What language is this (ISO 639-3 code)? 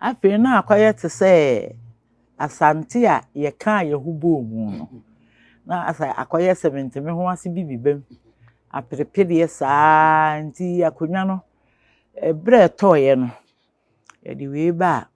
aka